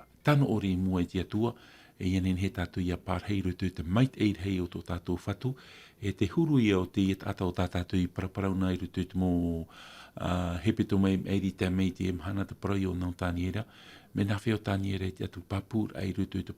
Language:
Tahitian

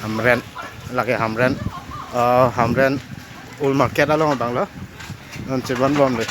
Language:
Karbi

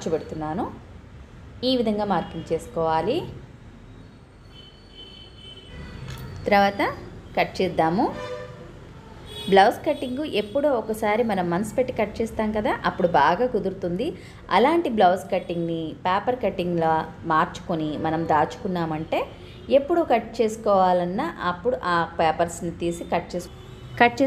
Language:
Telugu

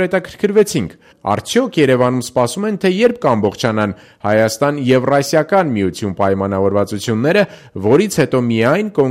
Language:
Armenian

